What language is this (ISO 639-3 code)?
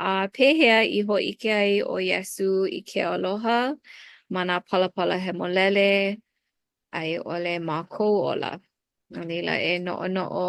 haw